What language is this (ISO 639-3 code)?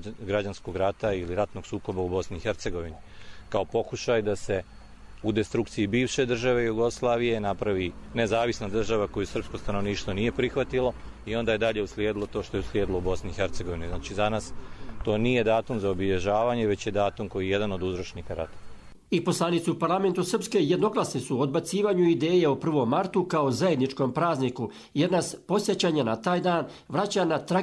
hrv